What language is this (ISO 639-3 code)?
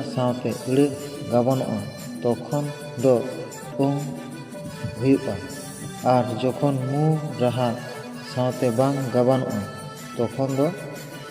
sat